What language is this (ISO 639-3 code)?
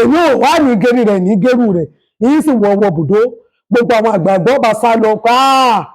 yor